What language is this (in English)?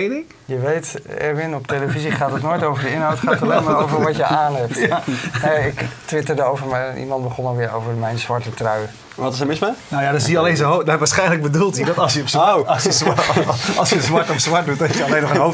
Dutch